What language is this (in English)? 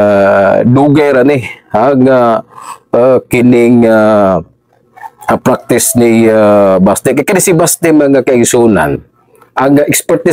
Cebuano